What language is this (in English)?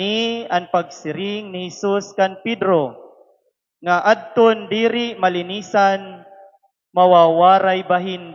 Waray